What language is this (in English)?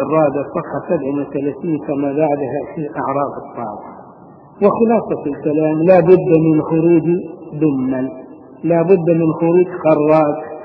Arabic